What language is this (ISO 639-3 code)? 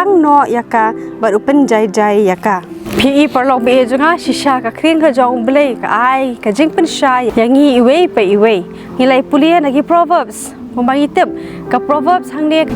kha